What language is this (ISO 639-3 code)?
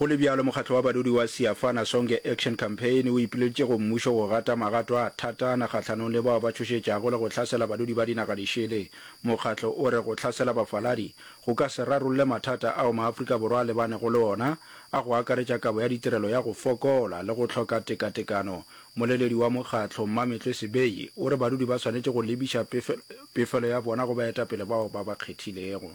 nso